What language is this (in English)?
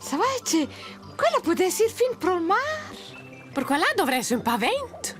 Romansh